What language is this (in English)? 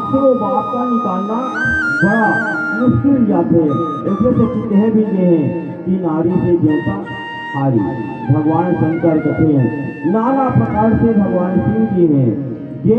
Chhattisgarhi